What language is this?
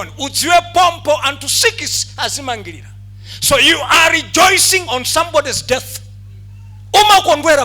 Nyanja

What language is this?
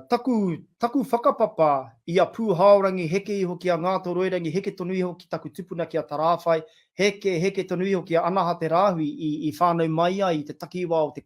Māori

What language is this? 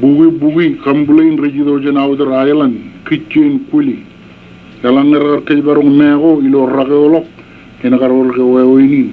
Marshallese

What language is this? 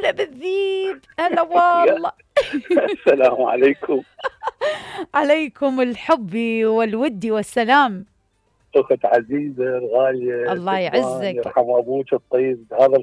Mesopotamian Arabic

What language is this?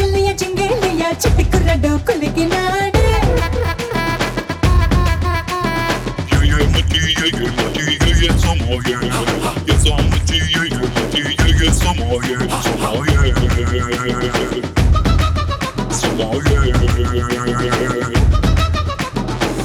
Telugu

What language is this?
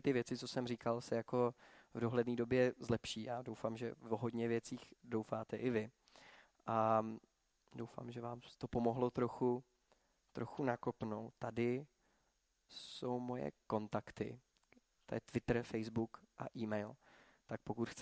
Czech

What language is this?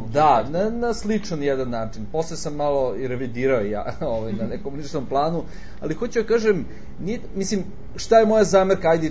Serbian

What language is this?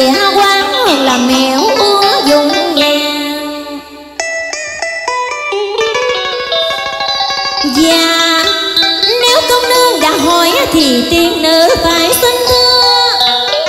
Vietnamese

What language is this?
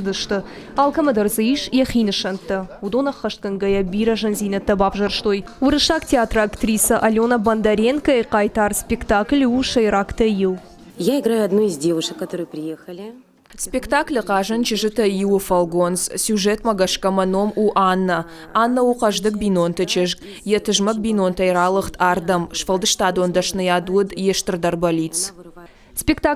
Ossetic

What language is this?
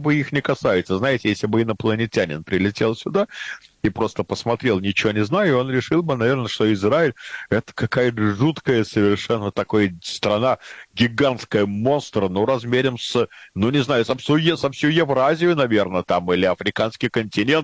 Russian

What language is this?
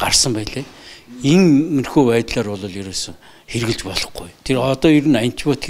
Mongolian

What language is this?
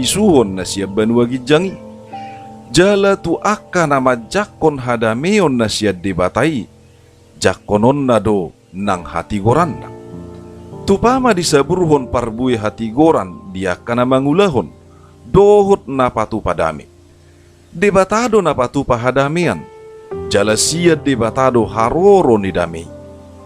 Batak Toba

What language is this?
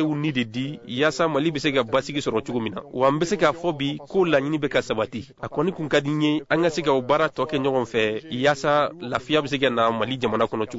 Bambara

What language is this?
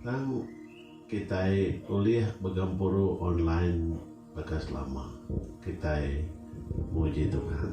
Iban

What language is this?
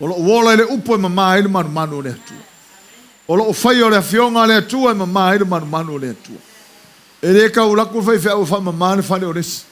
Samoan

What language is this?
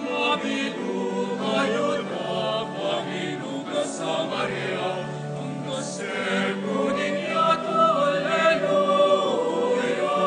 Pampanga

